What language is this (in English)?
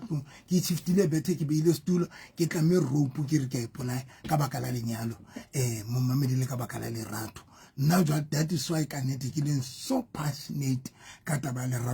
Southern Sotho